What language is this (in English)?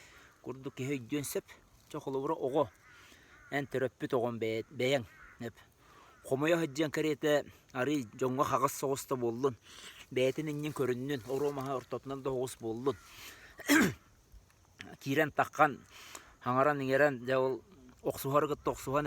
Yakut